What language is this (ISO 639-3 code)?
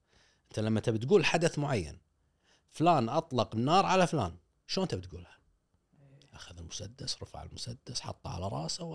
afb